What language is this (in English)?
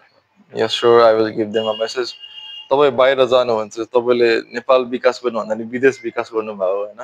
Nepali